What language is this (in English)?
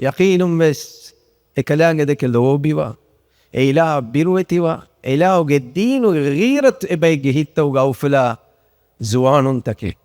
Divehi